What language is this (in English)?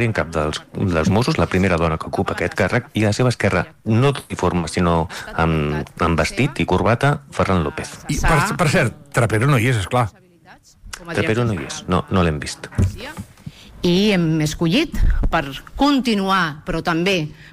Catalan